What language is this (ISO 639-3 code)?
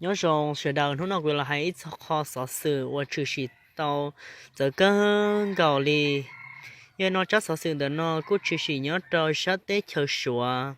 hmn